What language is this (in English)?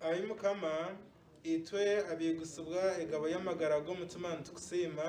Nyankole